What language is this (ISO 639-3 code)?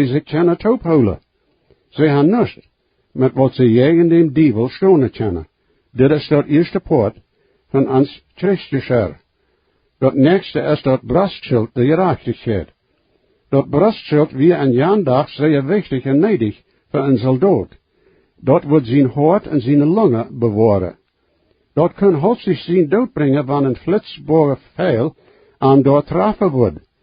pdt